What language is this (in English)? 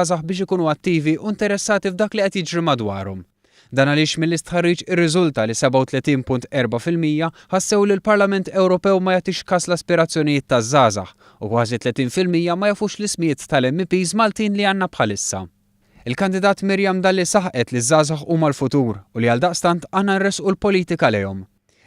Maltese